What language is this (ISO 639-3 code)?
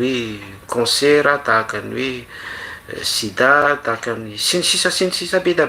mlg